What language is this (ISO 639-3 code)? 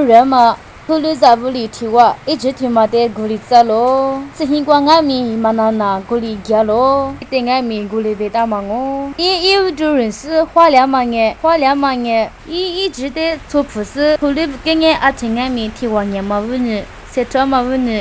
lis